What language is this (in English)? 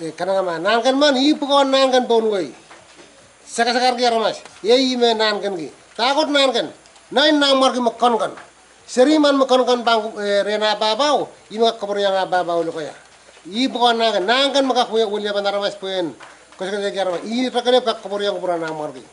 Pohnpeian